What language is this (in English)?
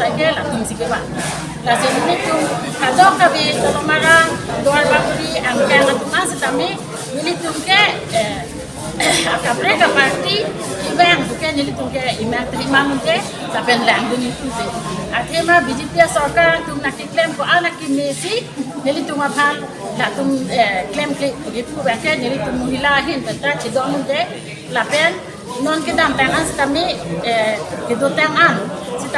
Karbi